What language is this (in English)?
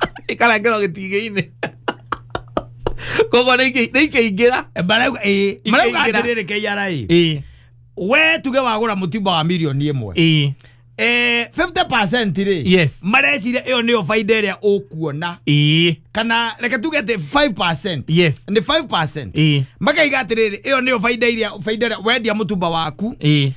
Kikuyu